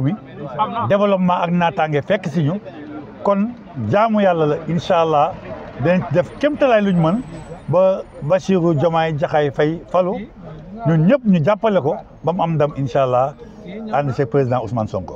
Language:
Wolof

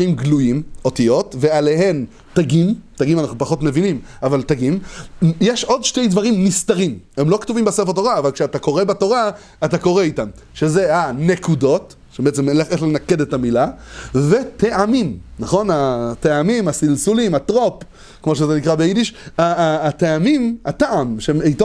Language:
Hebrew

